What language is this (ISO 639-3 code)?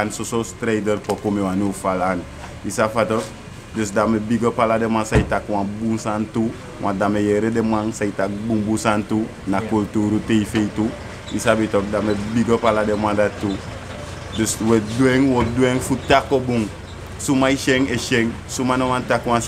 srn